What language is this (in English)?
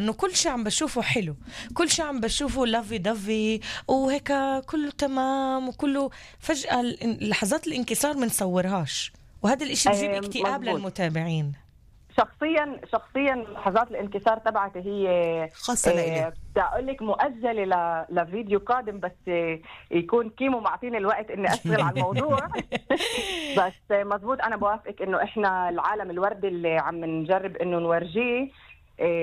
North Levantine Arabic